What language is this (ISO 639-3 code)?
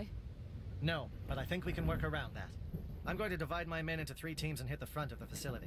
eng